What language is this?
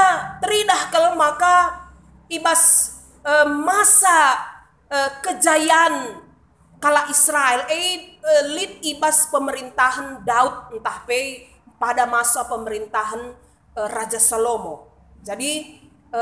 Batak Karo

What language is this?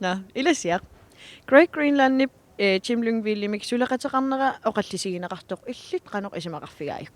Kalaallisut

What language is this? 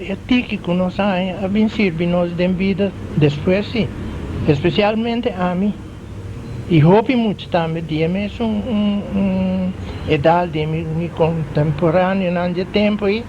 Papiamento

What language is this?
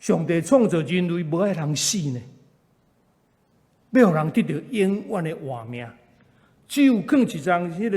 Min Nan Chinese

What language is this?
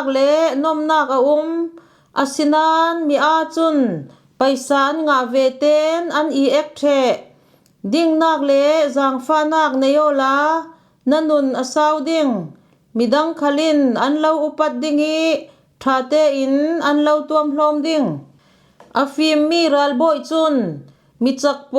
Falam Chin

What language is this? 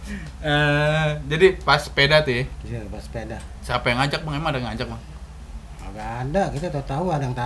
Betawi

